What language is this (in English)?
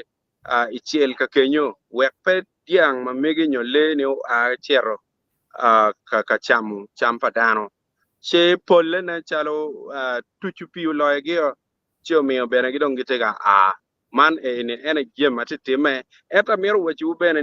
Acoli